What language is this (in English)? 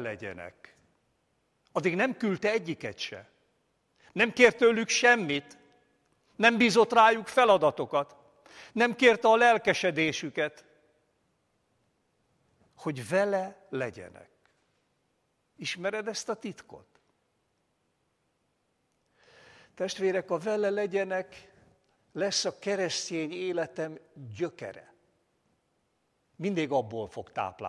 Hungarian